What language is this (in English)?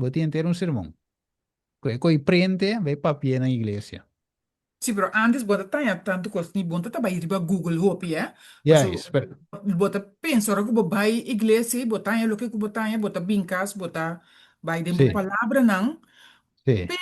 Papiamento